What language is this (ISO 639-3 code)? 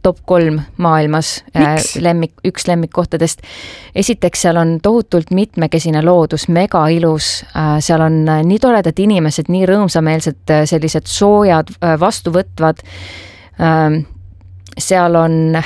est